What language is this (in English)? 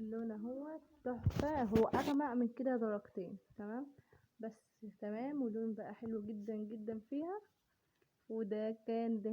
Egyptian Arabic